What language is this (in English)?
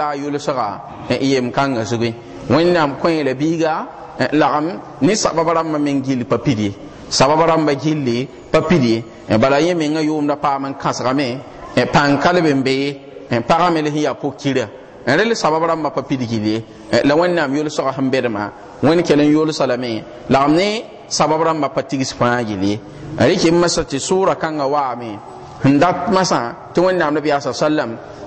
Mossi